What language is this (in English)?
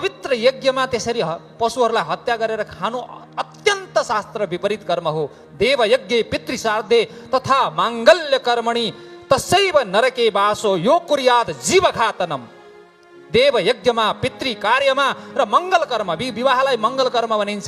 Nepali